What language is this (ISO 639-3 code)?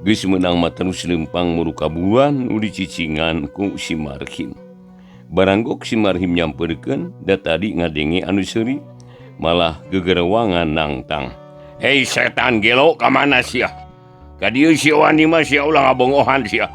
sun